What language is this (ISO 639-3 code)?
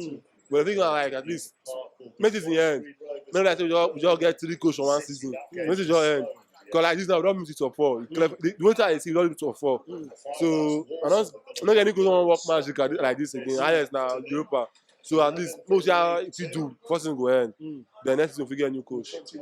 pcm